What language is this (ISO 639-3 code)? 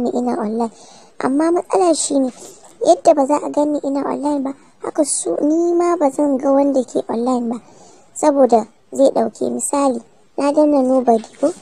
hau